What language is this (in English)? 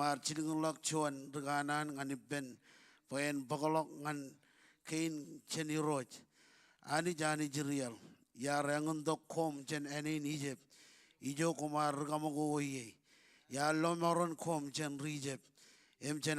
Marshallese